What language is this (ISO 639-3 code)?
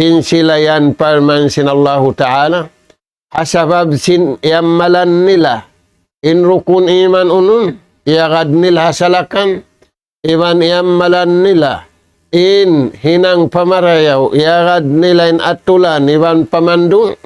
tsg